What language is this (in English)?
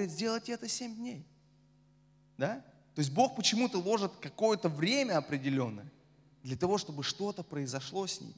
Russian